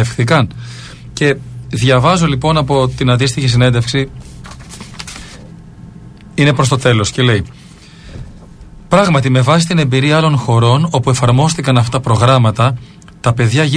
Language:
Greek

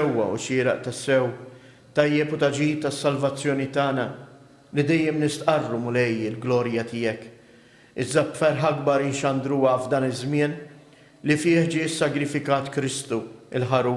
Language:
Maltese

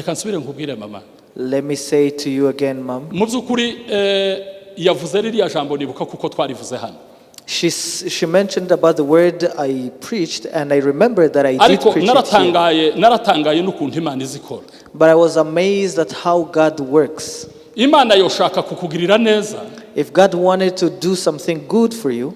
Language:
Kinyarwanda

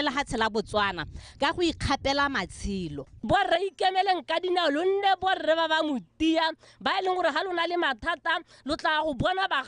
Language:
Tswana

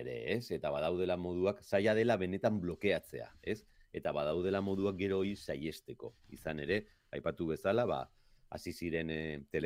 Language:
Basque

